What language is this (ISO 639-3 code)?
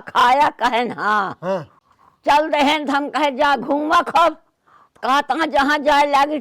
awa